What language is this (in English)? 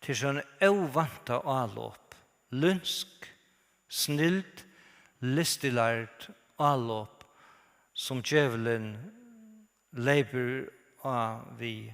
Faroese